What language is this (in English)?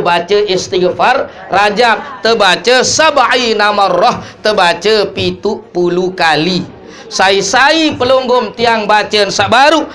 Sasak